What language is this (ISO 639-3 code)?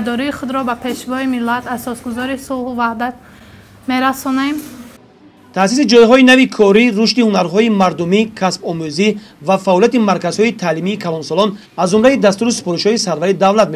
tgk